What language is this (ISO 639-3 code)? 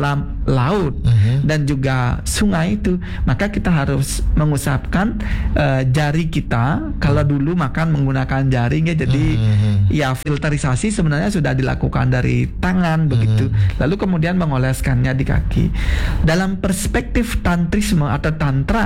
ind